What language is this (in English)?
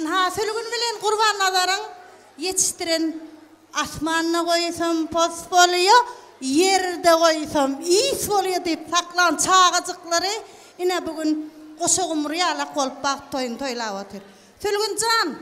Turkmen